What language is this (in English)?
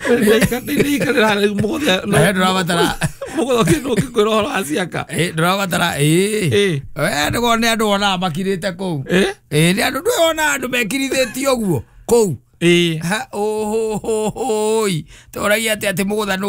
Kikuyu